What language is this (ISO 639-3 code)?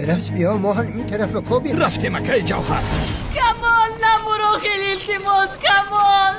tgk